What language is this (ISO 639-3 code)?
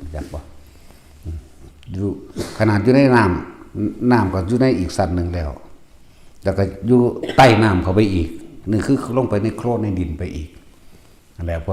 tts